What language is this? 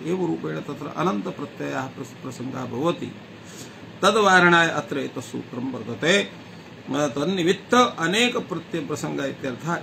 Sanskrit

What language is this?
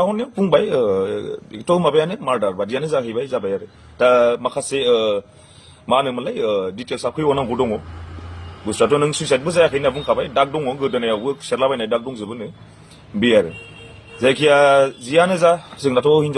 Bodo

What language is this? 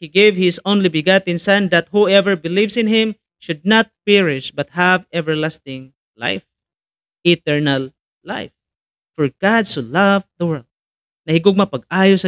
Cebuano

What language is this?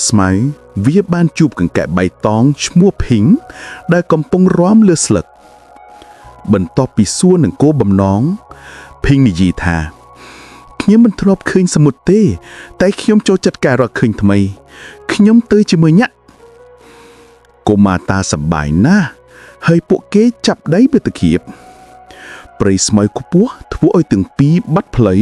Khmer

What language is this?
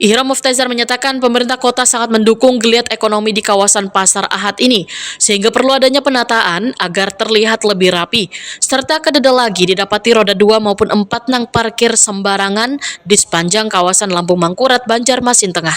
Banjar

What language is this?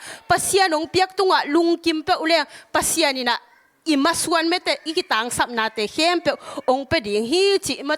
Tedim Chin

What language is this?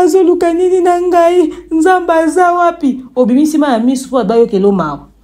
Lingala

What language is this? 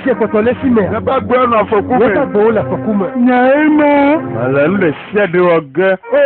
Ewe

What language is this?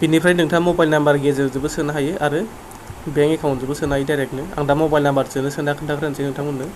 Bodo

